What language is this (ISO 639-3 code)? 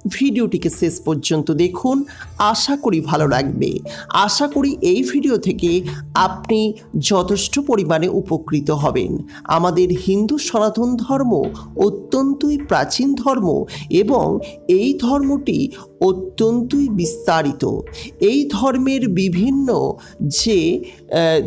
ben